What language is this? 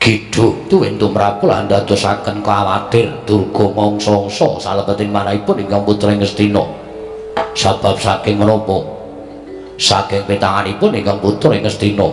Javanese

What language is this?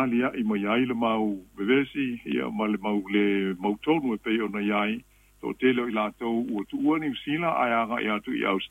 Samoan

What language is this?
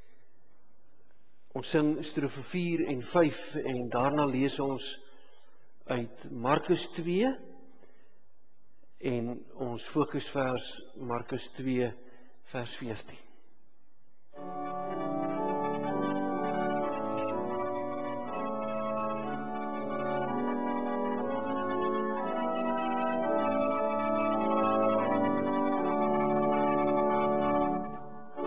Afrikaans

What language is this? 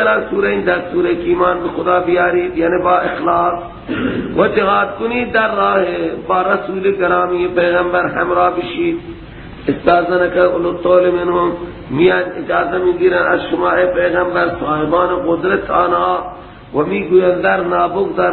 Persian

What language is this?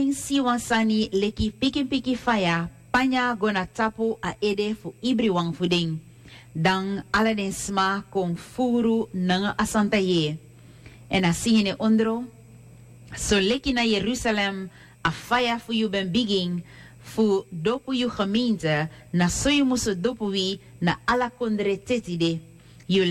Sranan Tongo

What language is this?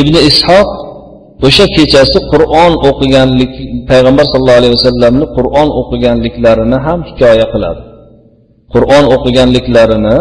Uzbek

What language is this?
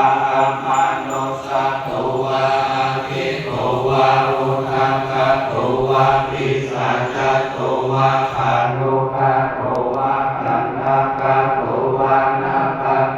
Pali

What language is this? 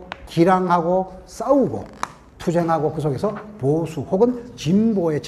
Korean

